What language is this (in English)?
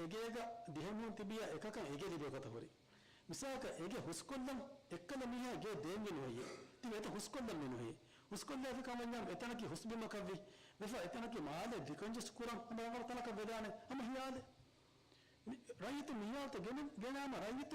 Divehi